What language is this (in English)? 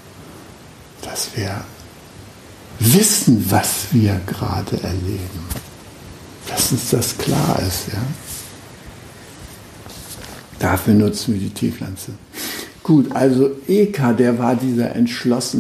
German